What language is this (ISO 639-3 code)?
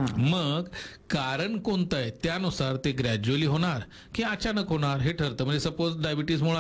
mar